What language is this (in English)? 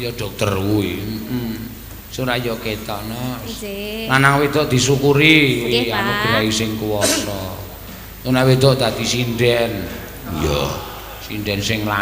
Javanese